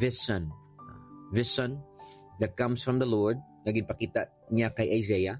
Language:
Hiligaynon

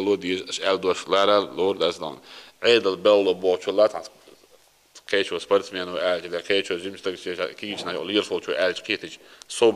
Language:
Chechen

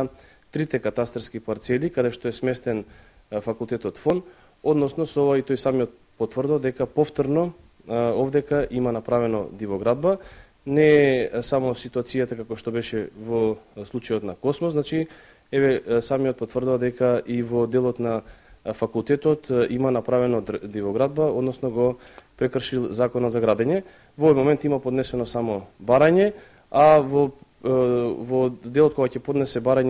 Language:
Macedonian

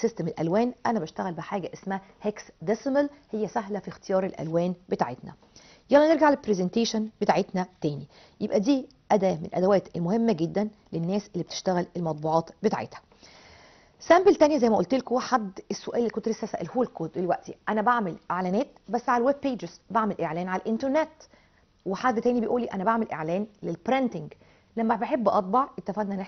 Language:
Egyptian Arabic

